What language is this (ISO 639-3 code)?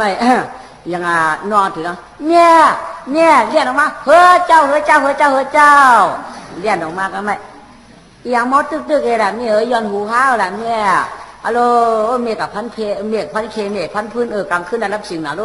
shn